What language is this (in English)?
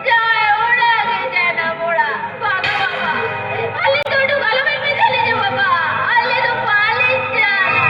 Santali